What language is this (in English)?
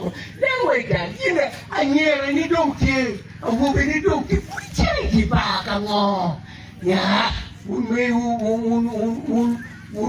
Acoli